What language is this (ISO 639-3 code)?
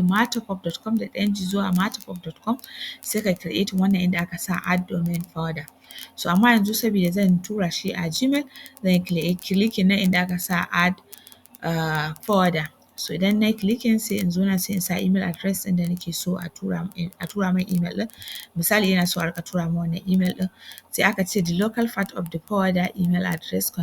hau